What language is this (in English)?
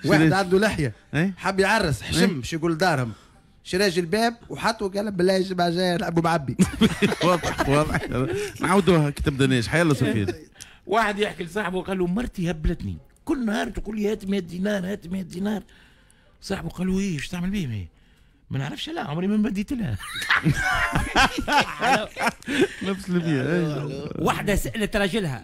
Tunisian Arabic